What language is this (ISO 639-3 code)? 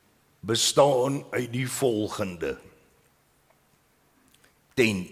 afr